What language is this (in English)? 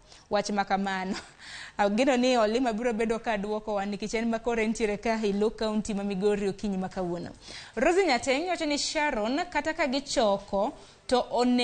Luo (Kenya and Tanzania)